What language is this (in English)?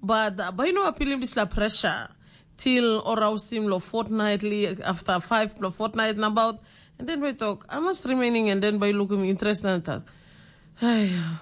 Tok Pisin